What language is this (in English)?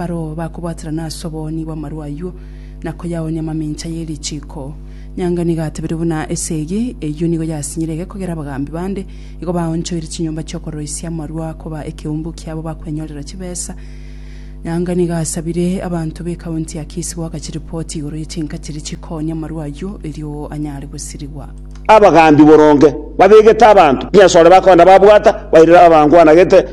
Gusii